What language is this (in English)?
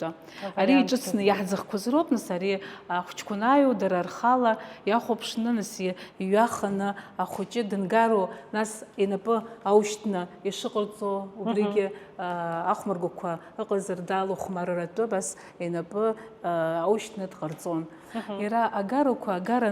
Abkhazian